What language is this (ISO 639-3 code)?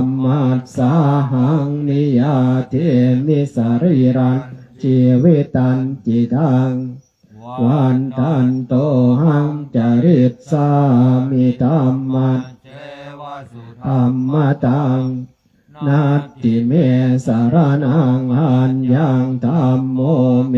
pli